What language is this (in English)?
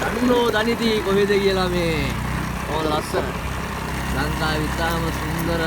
Sinhala